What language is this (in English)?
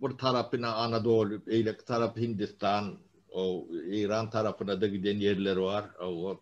Turkmen